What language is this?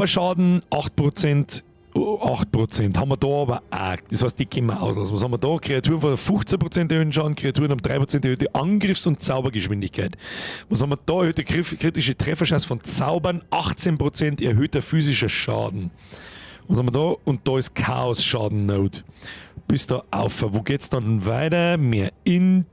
Bavarian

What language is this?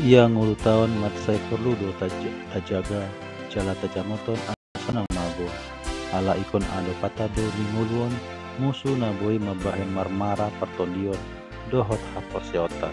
Batak Toba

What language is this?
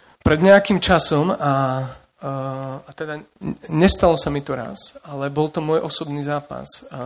Slovak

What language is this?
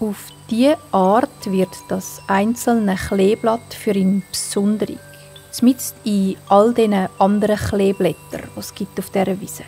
Swiss German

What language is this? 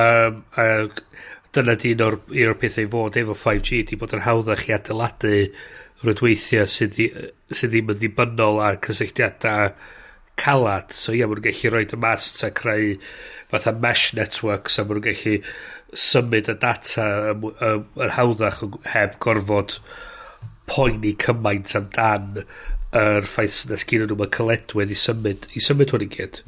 Welsh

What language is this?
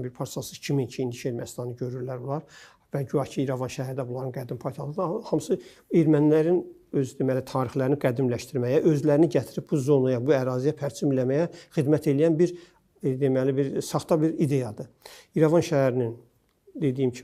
Azerbaijani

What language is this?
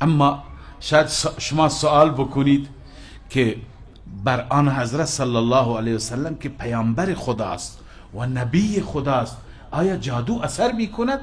Persian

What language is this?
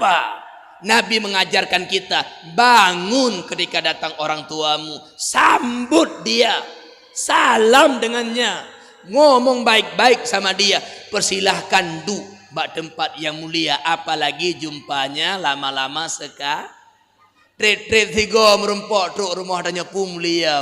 Achinese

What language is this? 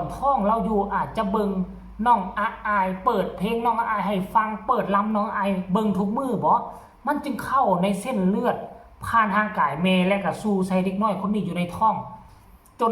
Northeastern Thai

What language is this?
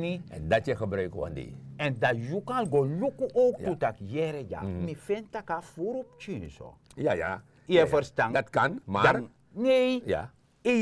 Sranan Tongo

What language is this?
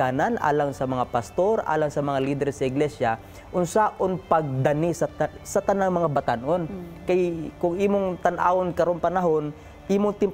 Cebuano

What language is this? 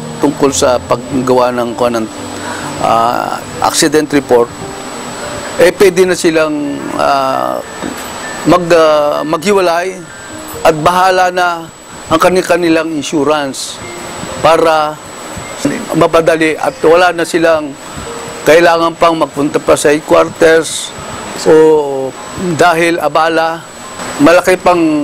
Filipino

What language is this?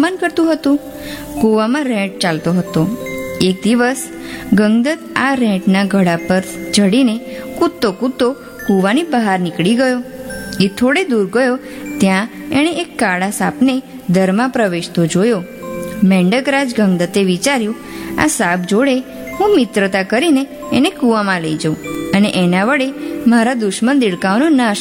Gujarati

